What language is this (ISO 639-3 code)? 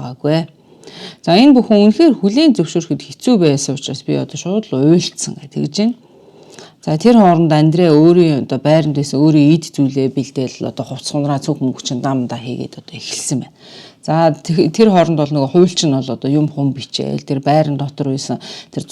mon